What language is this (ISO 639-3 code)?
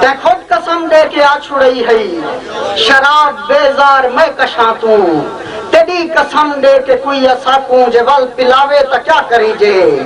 skr